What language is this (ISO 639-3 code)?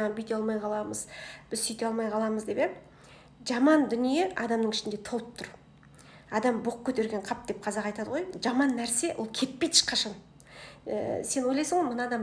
kaz